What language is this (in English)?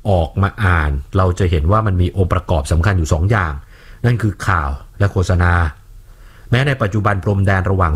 Thai